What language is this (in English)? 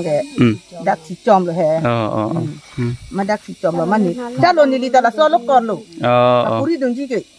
Karbi